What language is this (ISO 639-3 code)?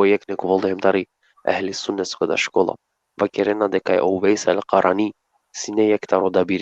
rmn